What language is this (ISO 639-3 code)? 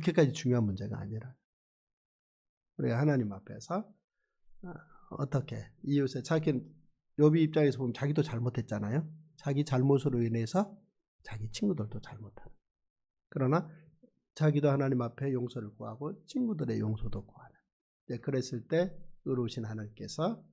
kor